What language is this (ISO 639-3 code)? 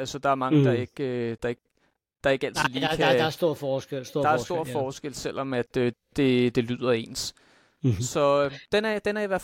dan